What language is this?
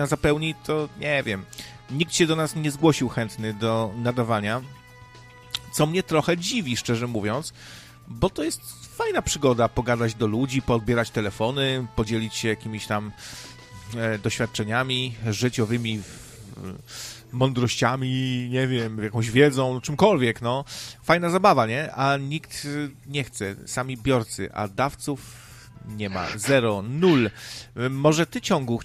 Polish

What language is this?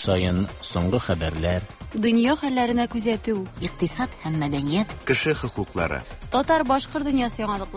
Tatar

